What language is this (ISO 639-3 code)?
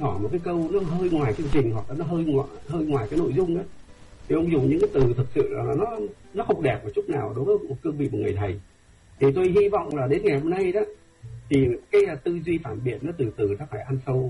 vie